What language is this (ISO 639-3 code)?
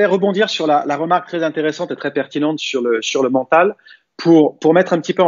fra